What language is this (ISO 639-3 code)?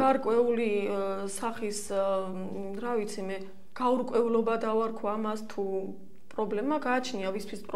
kat